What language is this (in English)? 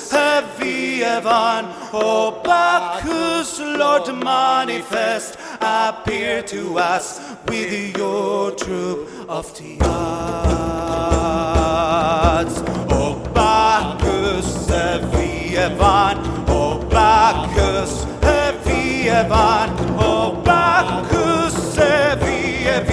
Greek